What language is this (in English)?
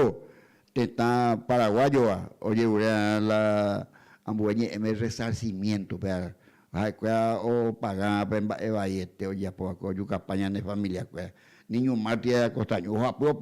Guarani